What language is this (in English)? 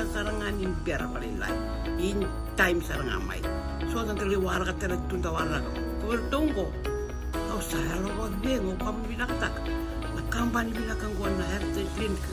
Fijian